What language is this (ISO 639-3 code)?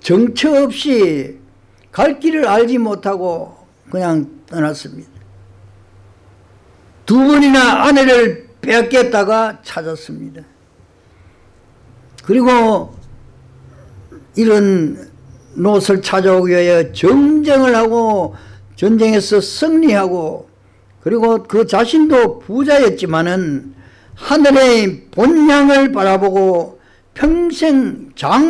kor